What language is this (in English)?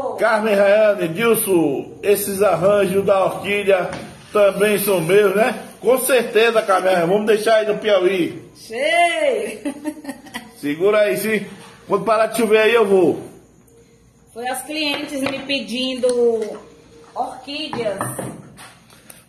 Portuguese